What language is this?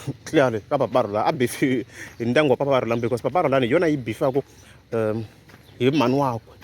Tsonga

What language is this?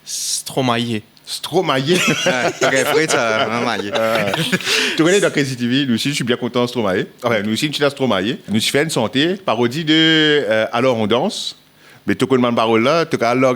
Morisyen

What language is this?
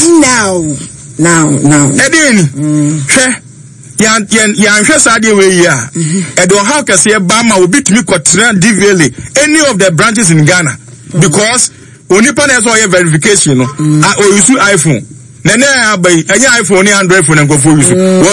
Akan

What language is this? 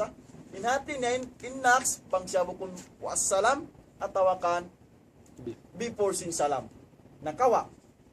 Tausug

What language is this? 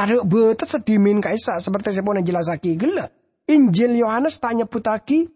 Madurese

